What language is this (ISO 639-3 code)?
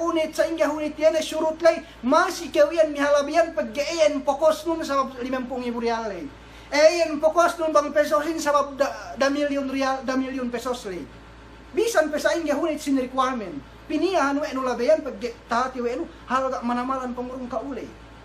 yka